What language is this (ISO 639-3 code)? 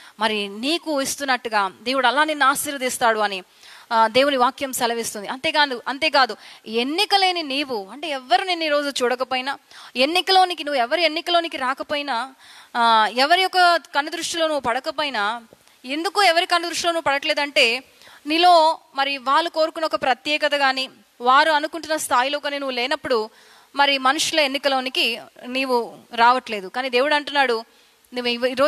tel